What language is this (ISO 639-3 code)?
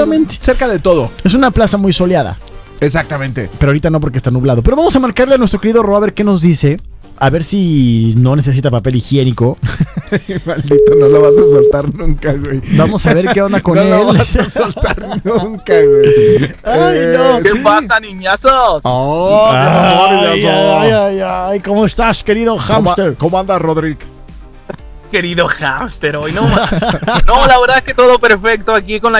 spa